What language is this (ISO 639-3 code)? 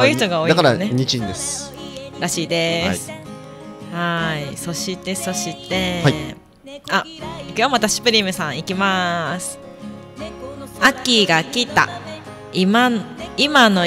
jpn